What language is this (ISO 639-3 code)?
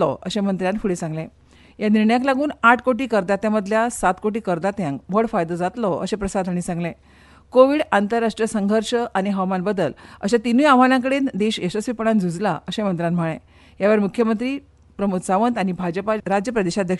kok